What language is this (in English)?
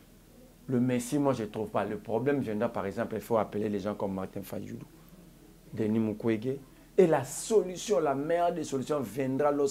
French